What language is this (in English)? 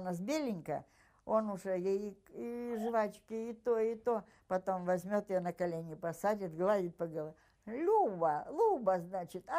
Russian